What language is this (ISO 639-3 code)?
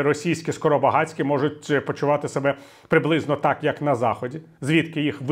ukr